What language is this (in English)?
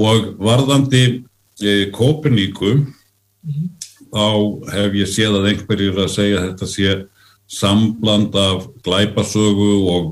Icelandic